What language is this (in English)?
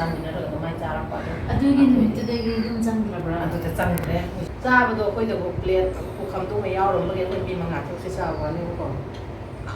Manipuri